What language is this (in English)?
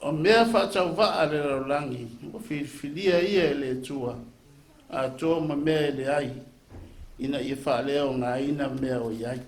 Samoan